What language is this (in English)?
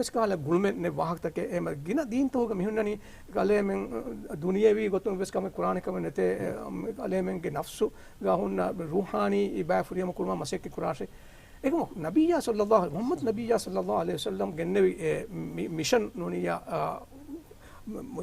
Divehi